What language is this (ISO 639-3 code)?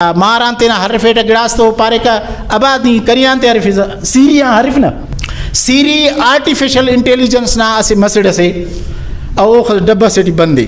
brh